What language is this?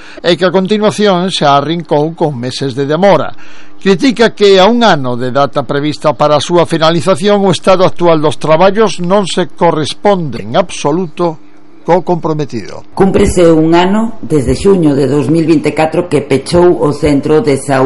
Galician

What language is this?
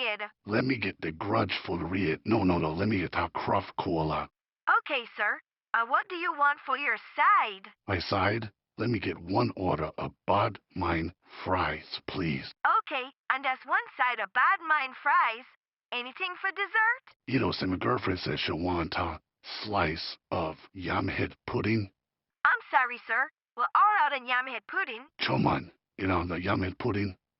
Jamaican Creole English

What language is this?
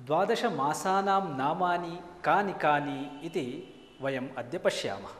Sanskrit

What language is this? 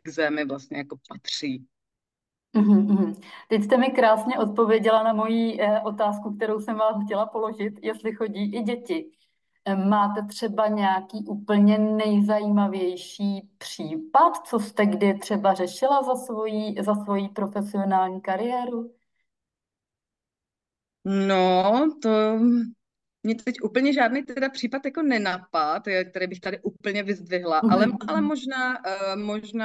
Czech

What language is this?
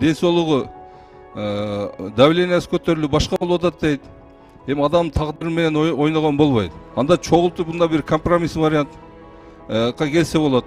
Kyrgyz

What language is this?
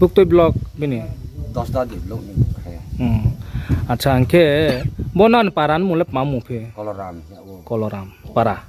Riang (India)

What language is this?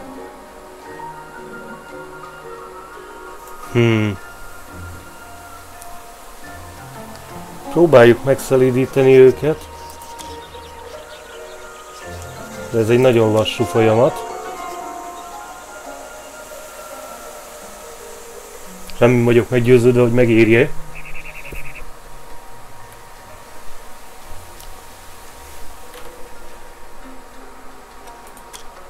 Hungarian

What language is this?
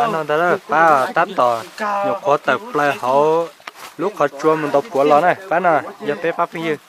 Hmong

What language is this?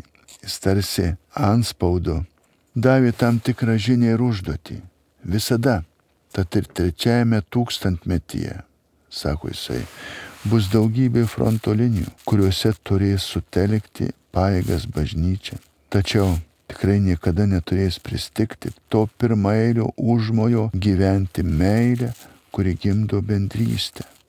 Lithuanian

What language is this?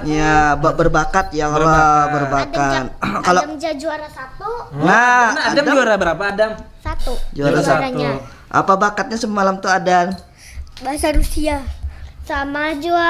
Banjar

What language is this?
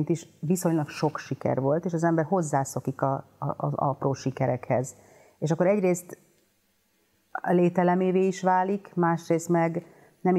Hungarian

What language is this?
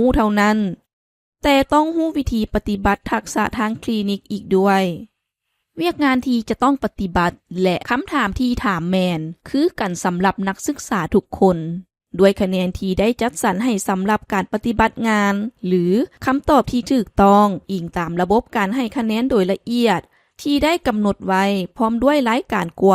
Lao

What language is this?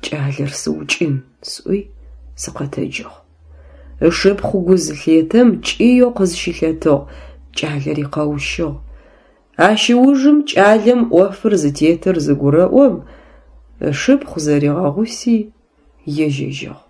Adyghe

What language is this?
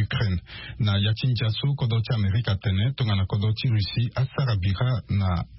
Sango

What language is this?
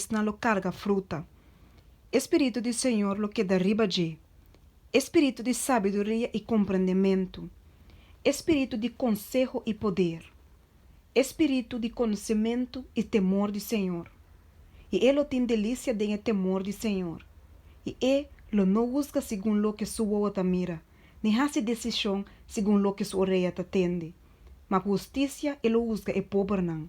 Papiamento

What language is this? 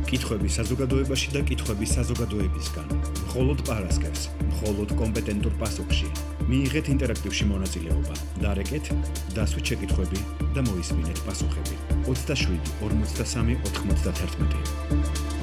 Georgian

